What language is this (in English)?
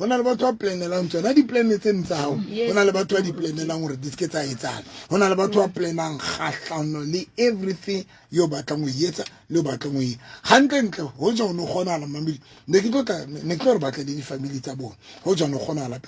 Southern Sotho